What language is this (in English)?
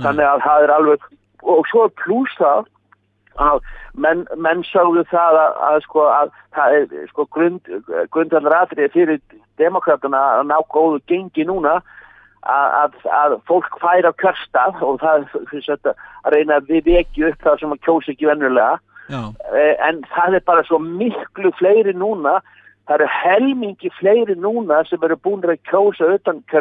Icelandic